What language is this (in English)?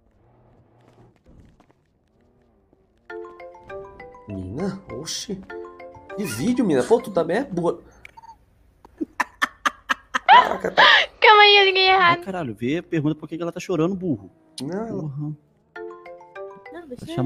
Portuguese